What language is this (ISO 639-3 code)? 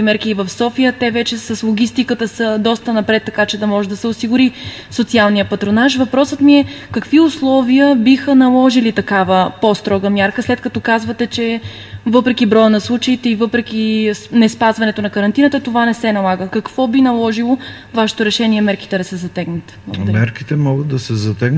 bul